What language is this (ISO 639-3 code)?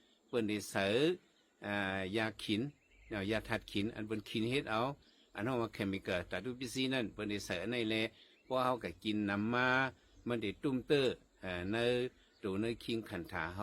shn